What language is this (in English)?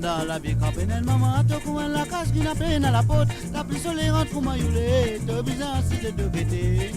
Morisyen